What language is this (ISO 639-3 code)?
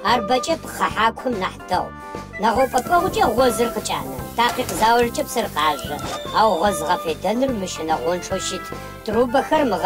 ady